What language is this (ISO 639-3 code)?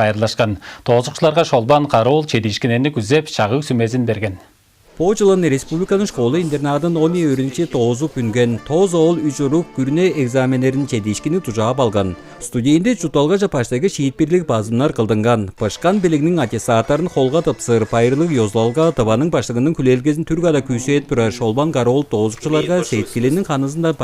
tyv